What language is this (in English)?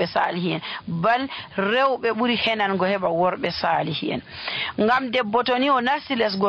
Nigerian Fulfulde